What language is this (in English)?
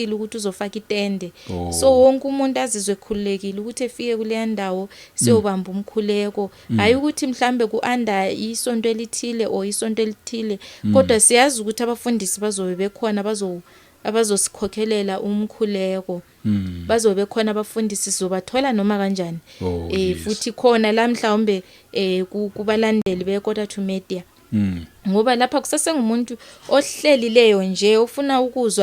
Zulu